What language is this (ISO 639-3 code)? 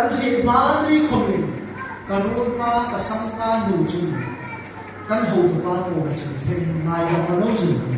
hmr